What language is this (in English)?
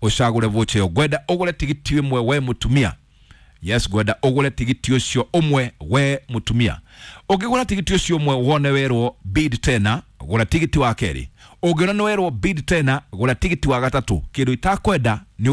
Kikuyu